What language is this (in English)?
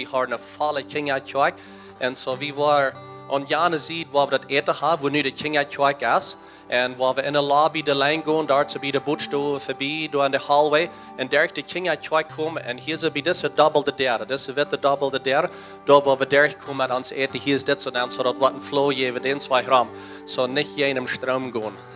Plautdietsch